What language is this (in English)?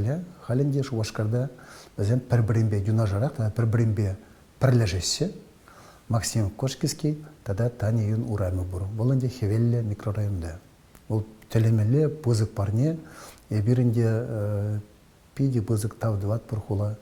Chuvash